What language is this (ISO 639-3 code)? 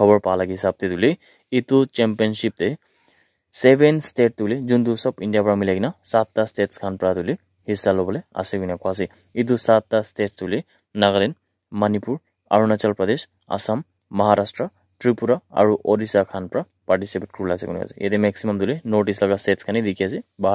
nag